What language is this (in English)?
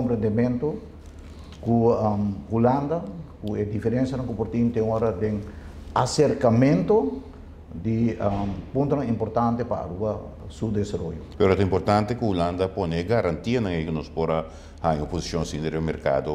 Papiamento